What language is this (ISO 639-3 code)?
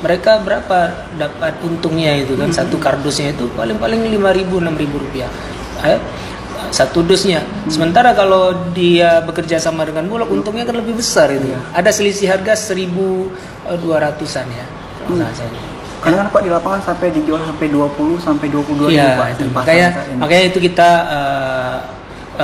ind